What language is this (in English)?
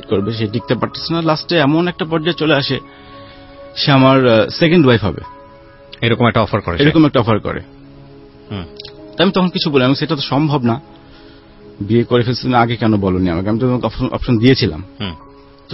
Bangla